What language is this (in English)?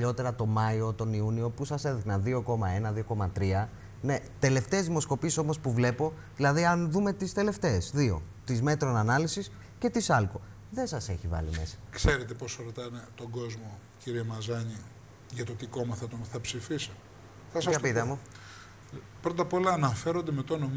Greek